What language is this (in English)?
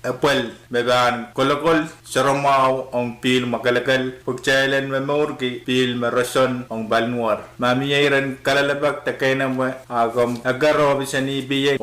Pohnpeian